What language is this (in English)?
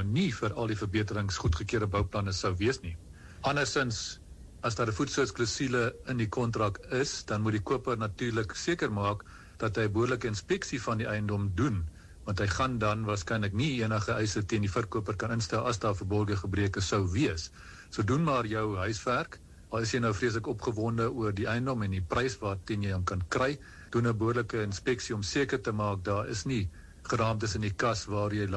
Afrikaans